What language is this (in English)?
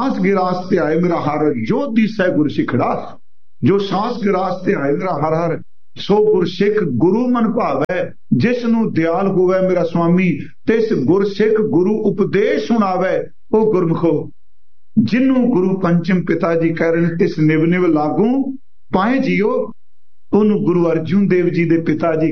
Punjabi